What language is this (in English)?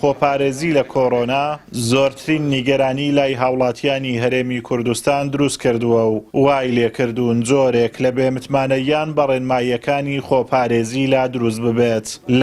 Central Kurdish